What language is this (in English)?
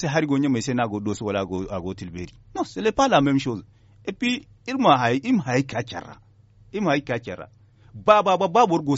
Zarma